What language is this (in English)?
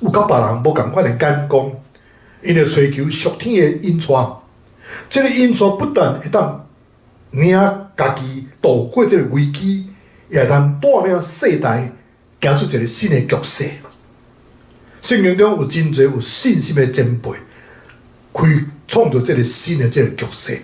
Min Nan Chinese